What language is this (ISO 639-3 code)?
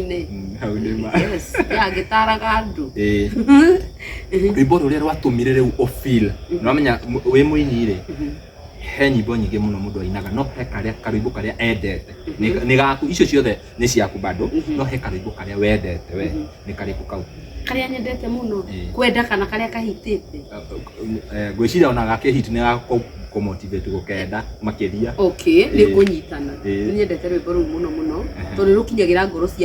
kik